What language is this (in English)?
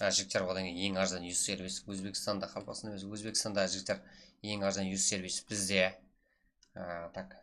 Kara-Kalpak